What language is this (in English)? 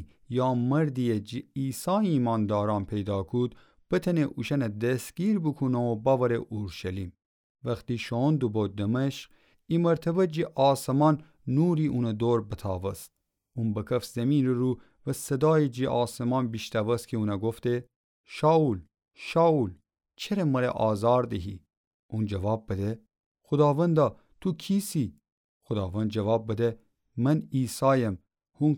Gilaki